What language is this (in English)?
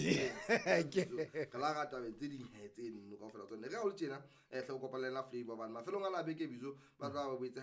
Southern Sotho